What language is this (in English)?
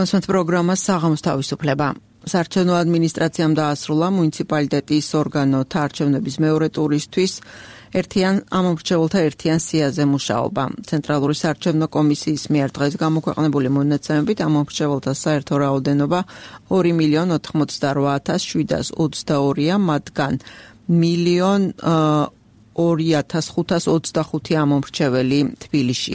Georgian